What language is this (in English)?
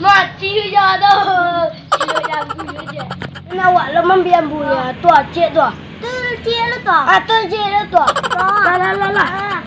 Minangkabau